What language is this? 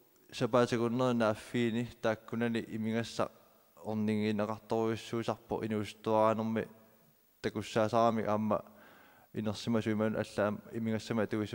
Kalaallisut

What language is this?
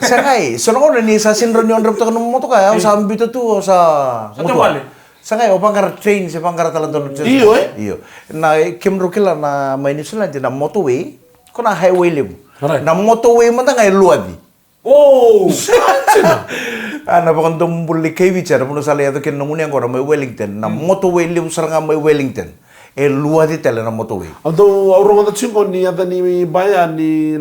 Fijian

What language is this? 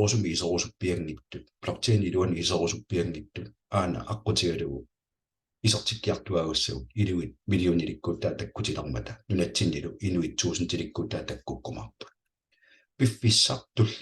Kalaallisut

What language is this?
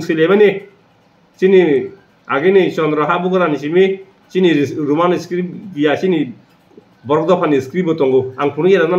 Kok Borok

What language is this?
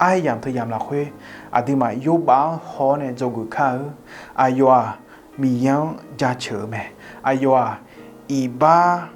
Akha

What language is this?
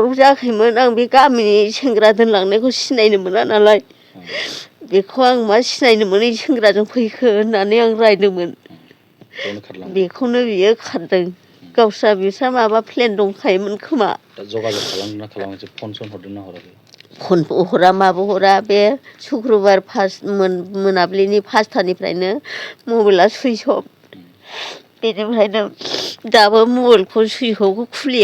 Bodo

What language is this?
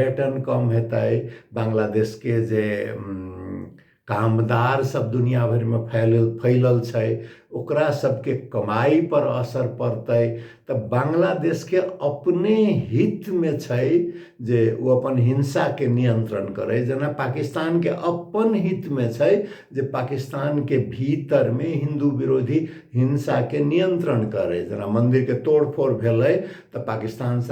Maithili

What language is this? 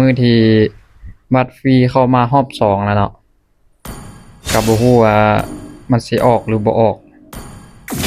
Lao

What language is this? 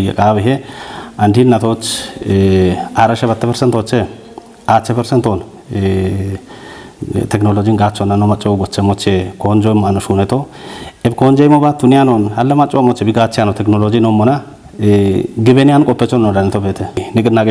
Kafa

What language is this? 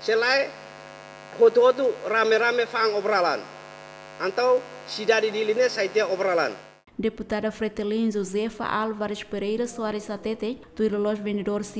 Tetum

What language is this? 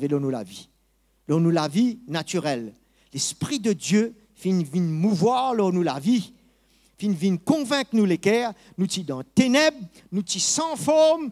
Morisyen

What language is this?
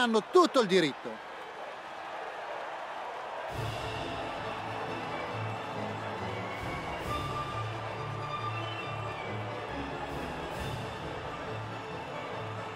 Italian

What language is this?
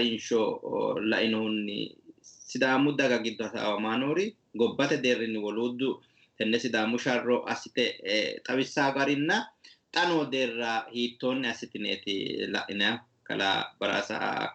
Sidamo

